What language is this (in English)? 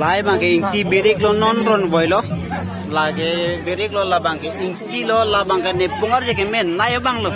Karbi